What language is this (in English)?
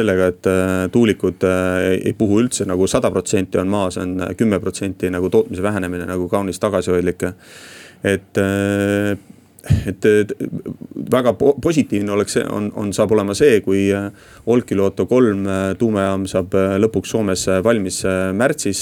Estonian